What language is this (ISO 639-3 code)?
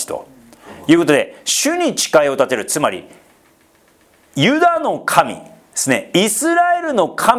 jpn